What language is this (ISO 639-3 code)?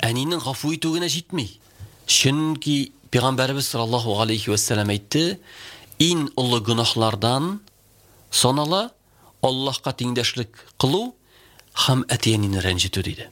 tat